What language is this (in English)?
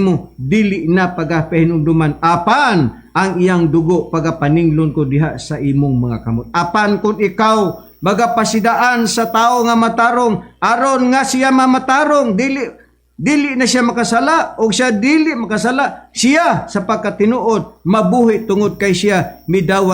Cebuano